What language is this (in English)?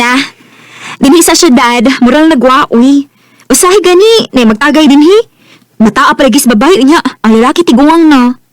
Cebuano